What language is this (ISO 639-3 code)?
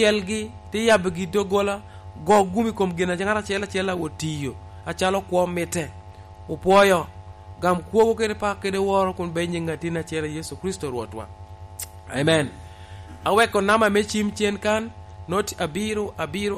laj